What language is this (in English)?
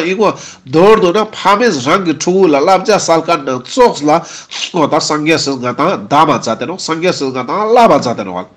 Ladakhi